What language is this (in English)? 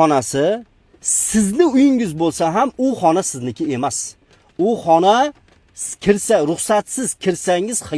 Uzbek